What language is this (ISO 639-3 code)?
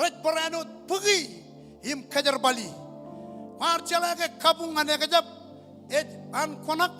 mah